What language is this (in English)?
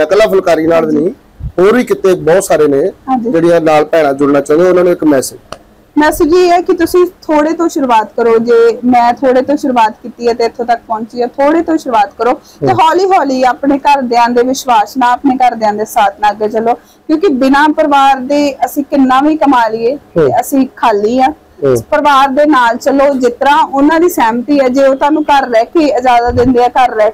Punjabi